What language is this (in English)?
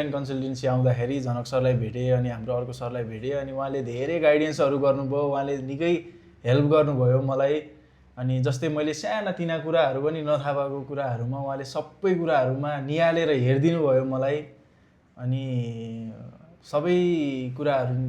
Nepali